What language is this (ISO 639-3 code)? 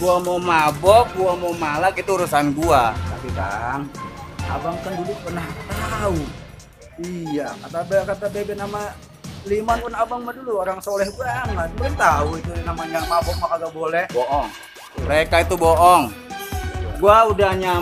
bew